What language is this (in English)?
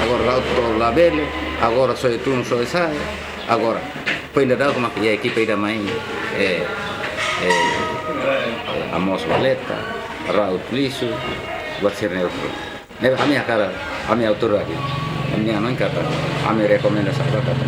Tetum